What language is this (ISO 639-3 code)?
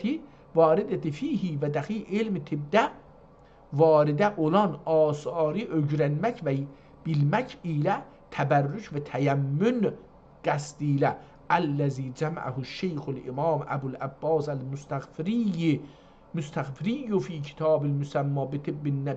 azb